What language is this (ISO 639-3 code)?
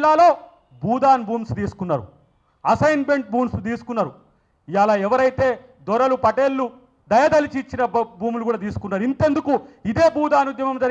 tel